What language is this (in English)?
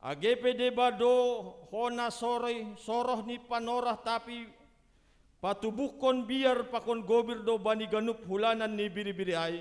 Batak Simalungun